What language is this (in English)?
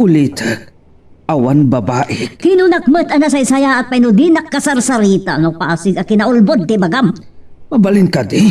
Iloko